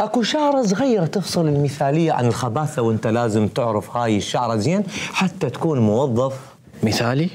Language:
Mesopotamian Arabic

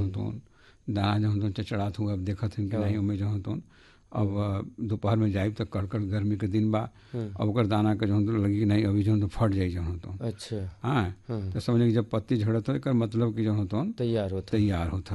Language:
Bhojpuri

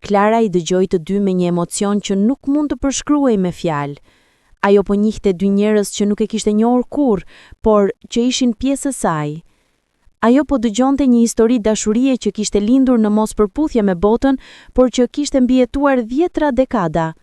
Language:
Albanian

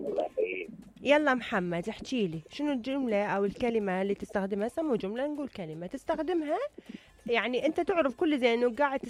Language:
Mesopotamian Arabic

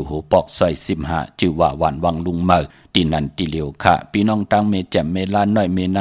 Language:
Shan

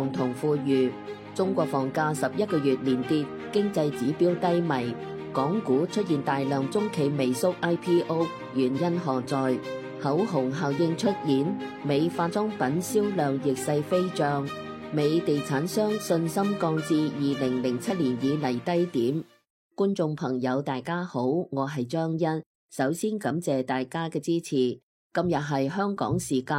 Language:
Cantonese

